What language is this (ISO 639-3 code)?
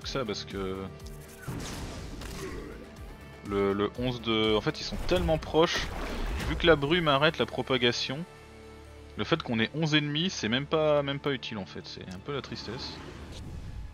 fra